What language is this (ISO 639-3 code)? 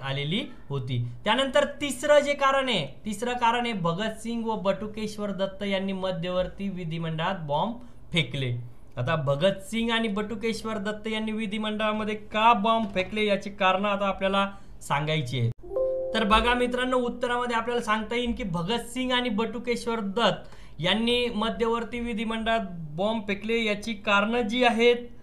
mar